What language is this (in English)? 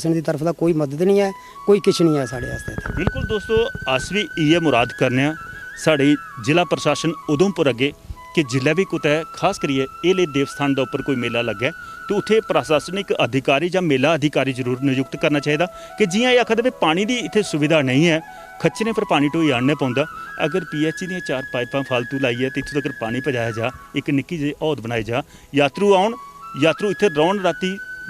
Dogri